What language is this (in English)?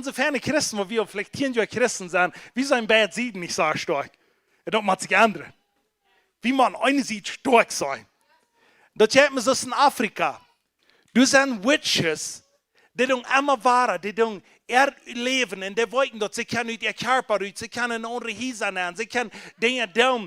Plautdietsch